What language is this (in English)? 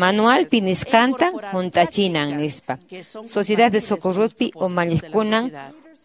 Quechua